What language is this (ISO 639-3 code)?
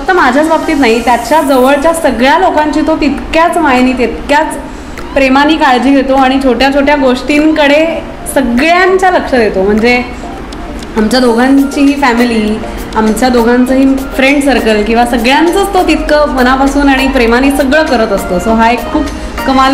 mar